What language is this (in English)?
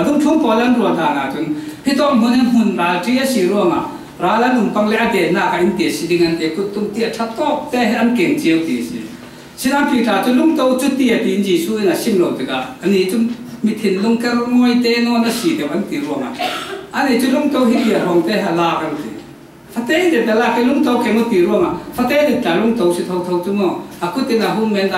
Falam Chin